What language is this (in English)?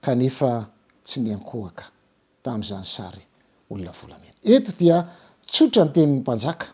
Malagasy